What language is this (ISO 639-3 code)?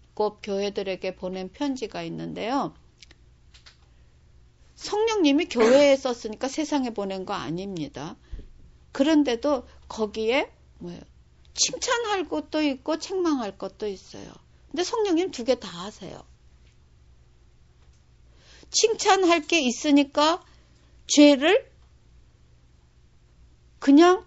kor